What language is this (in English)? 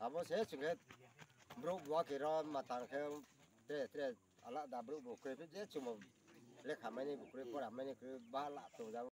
Riang (India)